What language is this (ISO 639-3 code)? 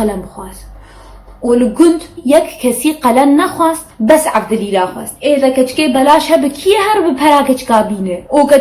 kur